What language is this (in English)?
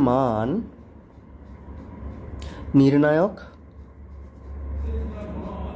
Bangla